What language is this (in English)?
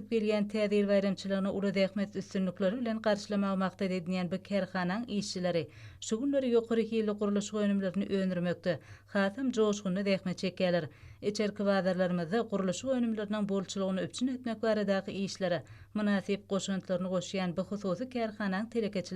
Turkmen